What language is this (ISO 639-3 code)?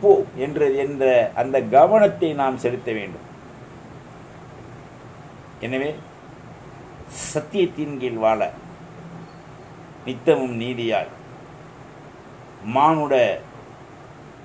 tam